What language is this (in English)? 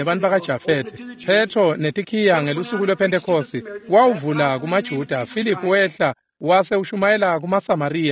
Swati